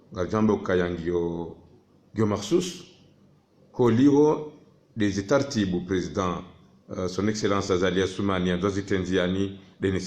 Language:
Ngazidja Comorian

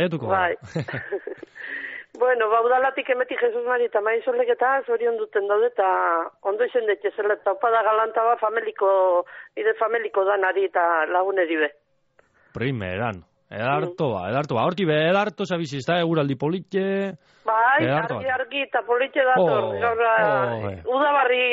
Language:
Basque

